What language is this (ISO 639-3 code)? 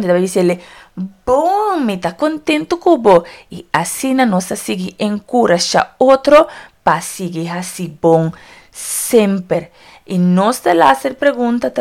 pap